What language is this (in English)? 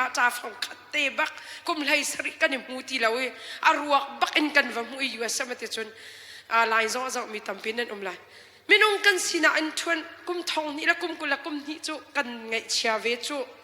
Hakha Chin